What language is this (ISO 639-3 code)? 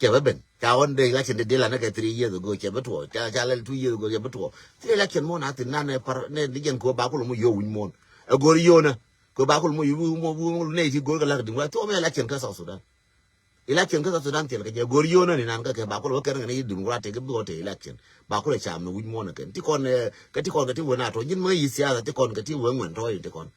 nus